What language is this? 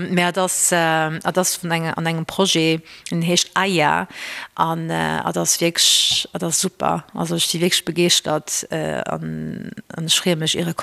Luxembourgish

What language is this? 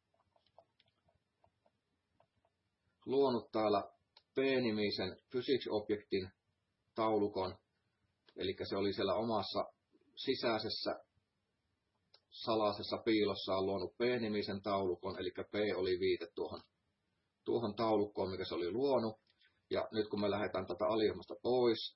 Finnish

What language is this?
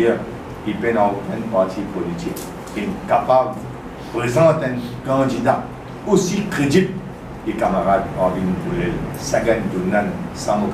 Morisyen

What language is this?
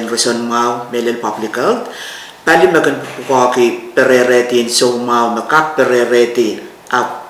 Pohnpeian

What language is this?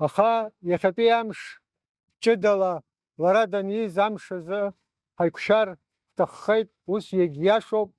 Abkhazian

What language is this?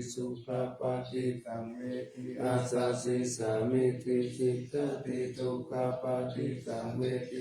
Pali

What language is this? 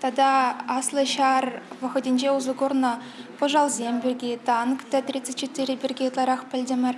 Chuvash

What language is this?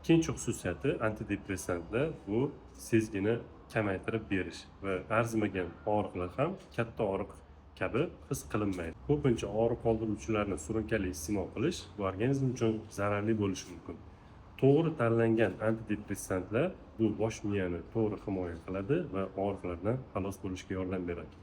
Uzbek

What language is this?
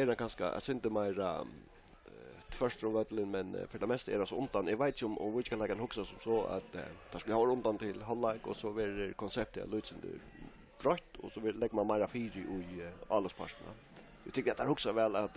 Faroese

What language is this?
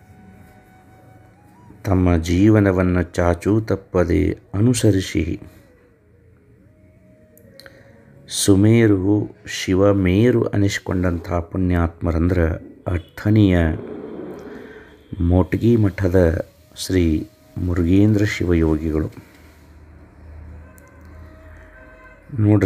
Kannada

